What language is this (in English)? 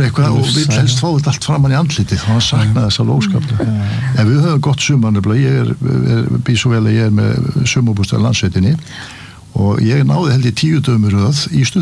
Icelandic